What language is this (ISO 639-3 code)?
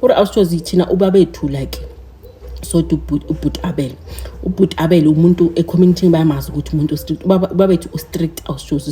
zul